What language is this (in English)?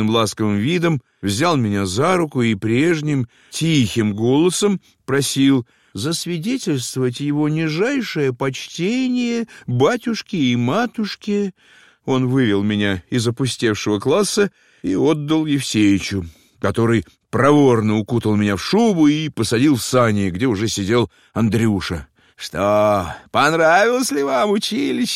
Russian